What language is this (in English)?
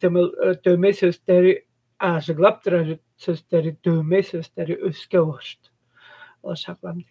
Tuvinian